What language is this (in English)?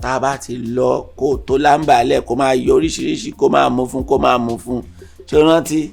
Yoruba